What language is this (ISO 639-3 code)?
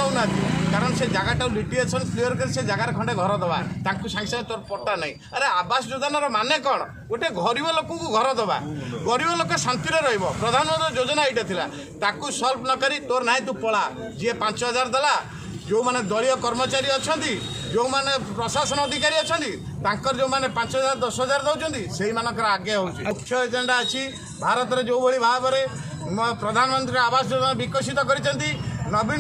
ori